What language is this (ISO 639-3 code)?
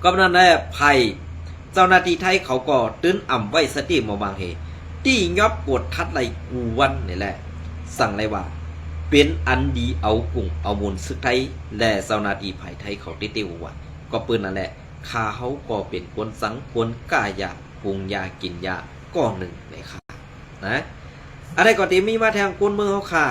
shn